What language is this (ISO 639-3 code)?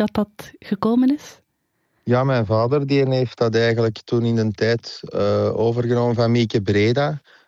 nld